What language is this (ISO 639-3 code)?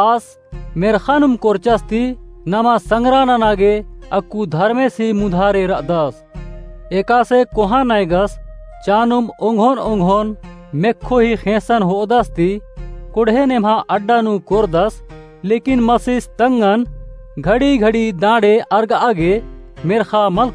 kru